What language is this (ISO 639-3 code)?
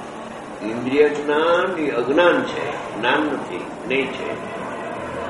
guj